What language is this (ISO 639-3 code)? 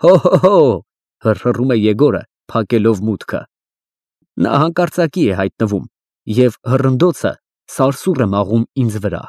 hye